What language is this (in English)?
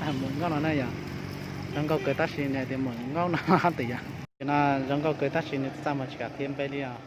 Hmong